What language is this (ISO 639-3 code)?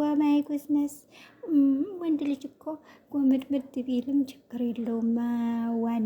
amh